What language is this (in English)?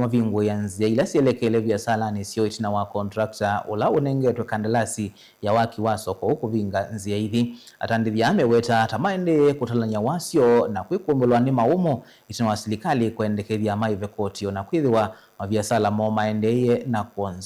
Kamba